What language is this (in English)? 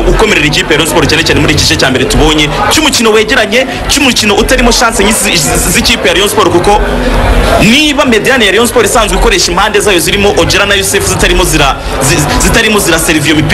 Kinyarwanda